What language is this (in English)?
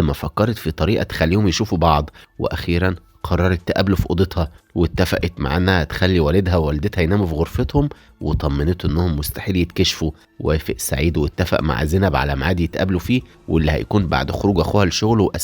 Egyptian Arabic